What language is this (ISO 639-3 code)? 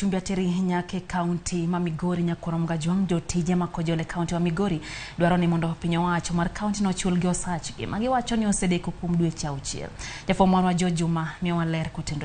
luo